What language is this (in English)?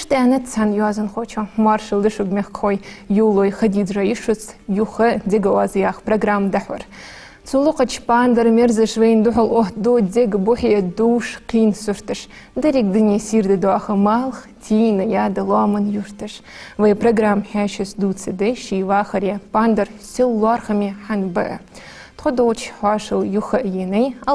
Ingush